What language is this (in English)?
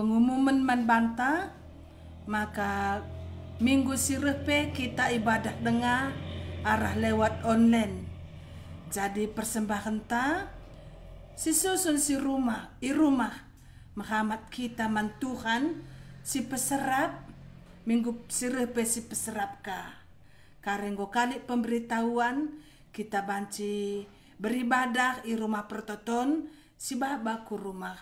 Batak Karo